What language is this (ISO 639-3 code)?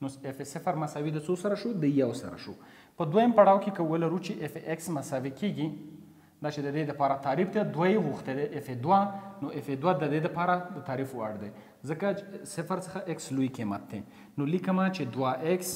pus